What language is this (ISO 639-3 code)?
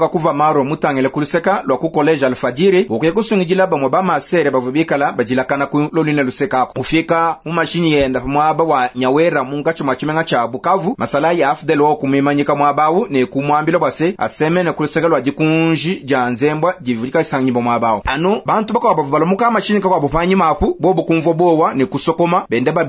lua